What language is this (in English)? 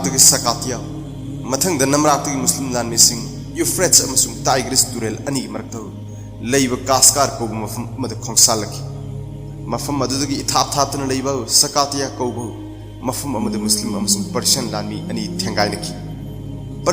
Manipuri